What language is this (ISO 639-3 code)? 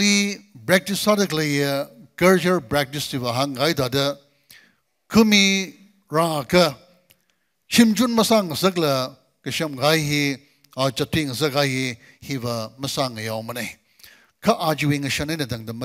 nmf